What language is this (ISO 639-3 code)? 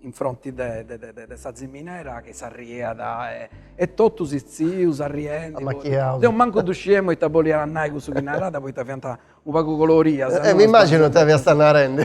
srd